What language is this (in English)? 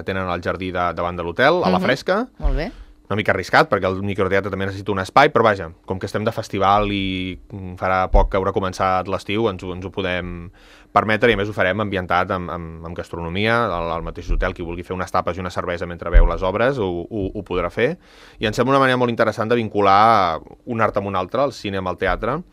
Catalan